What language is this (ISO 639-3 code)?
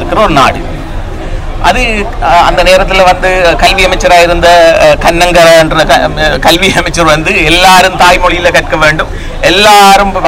tam